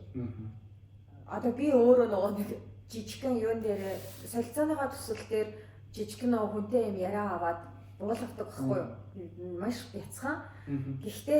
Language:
Mongolian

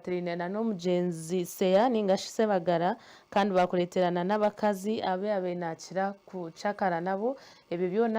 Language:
Nyankole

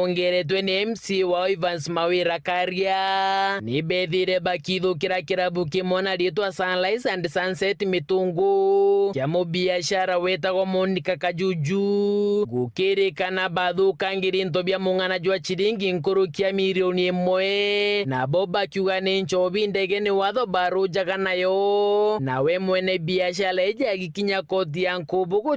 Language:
Meru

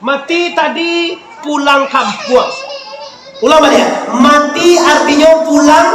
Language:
Minangkabau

